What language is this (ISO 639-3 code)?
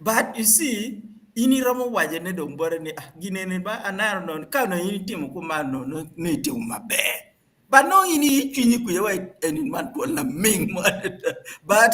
ach